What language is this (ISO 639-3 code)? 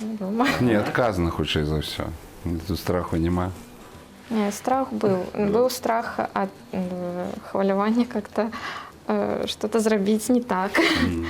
bel